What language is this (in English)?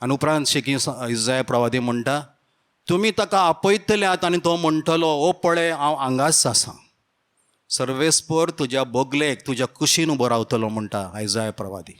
Konkani